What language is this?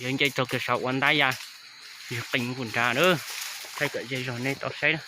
Hmong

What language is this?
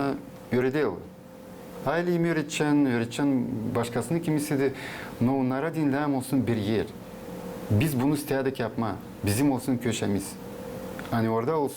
Gagauz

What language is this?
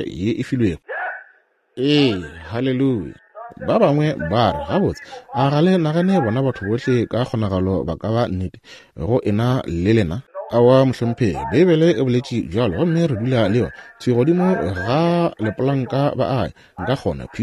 Northern Sotho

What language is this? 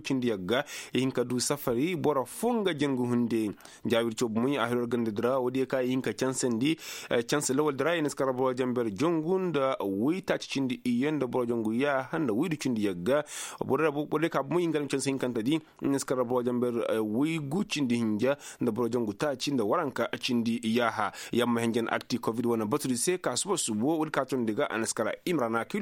Koyraboro Senni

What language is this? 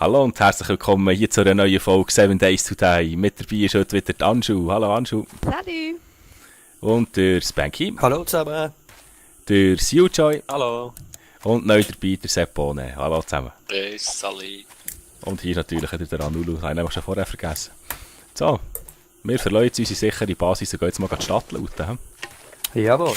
Swiss German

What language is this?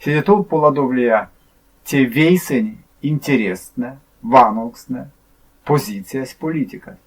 Erzya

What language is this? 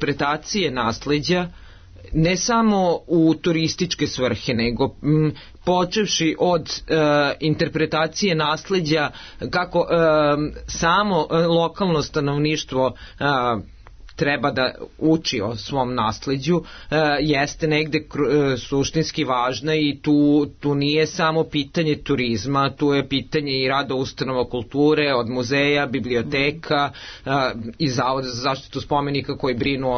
Serbian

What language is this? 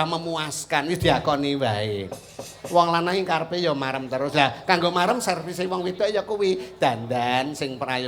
Javanese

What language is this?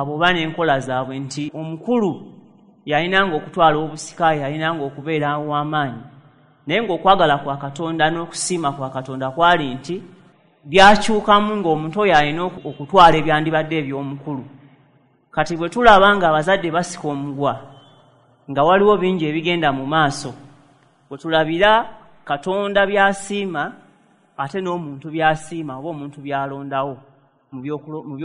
Ganda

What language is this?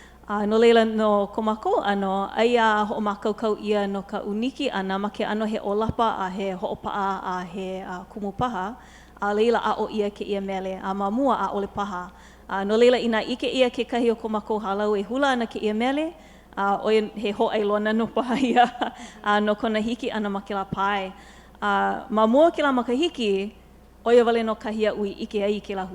Hawaiian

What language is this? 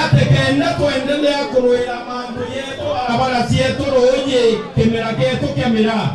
Meru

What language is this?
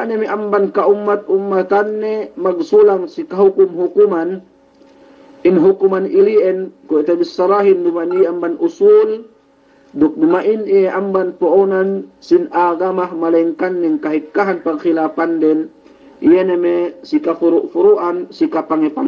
Yakan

